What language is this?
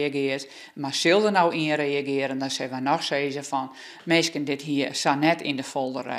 Western Frisian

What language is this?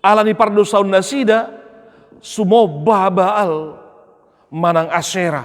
Batak Toba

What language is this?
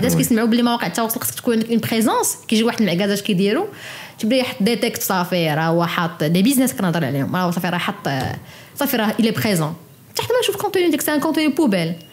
Moroccan Arabic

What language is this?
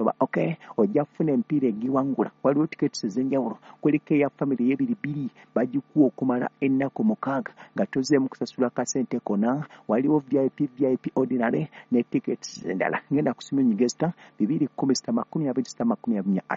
Ganda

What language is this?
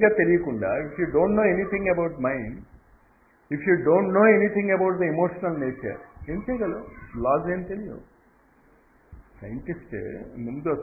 Telugu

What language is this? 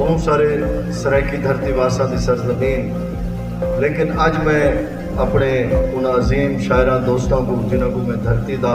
Saraiki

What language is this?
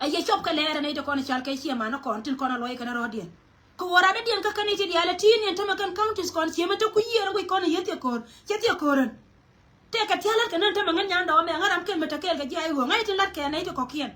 Nuer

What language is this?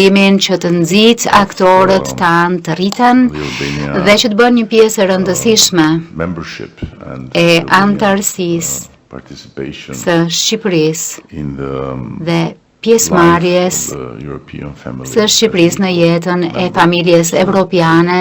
Albanian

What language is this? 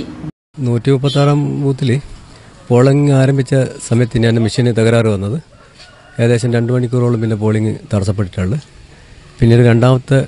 Malayalam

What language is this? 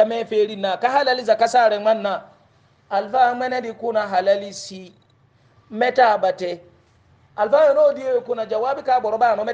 Hausa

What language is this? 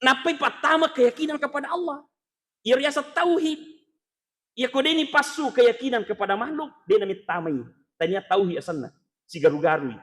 Buginese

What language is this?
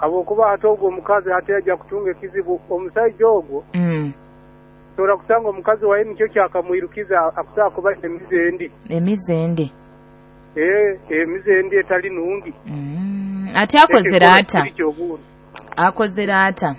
Nyoro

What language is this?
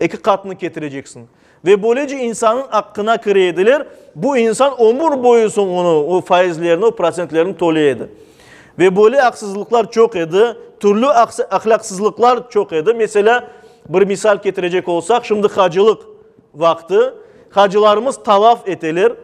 Crimean Tatar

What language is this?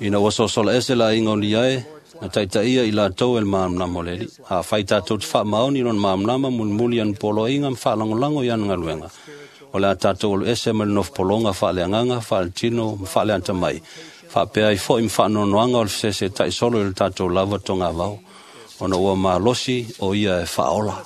Samoan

